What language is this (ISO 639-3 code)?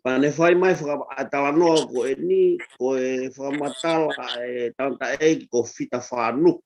ton